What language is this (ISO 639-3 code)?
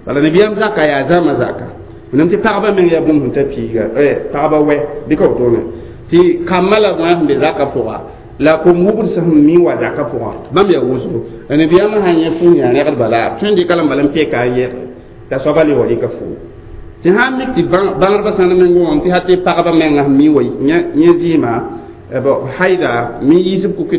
mos